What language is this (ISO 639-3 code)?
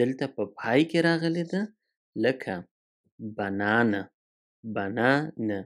pus